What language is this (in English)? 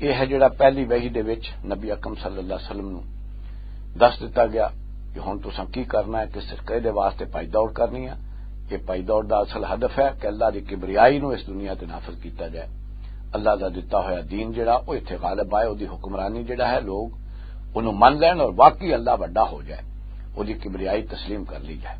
Western Panjabi